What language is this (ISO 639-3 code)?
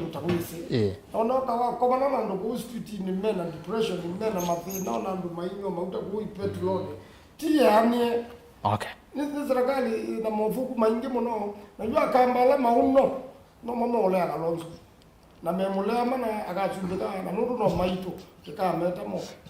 kam